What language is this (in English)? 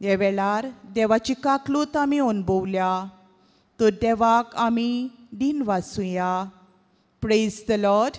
Konkani